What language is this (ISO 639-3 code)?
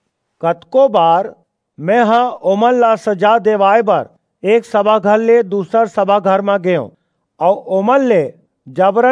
hne